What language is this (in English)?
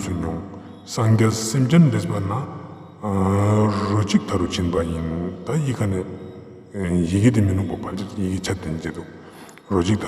Ladakhi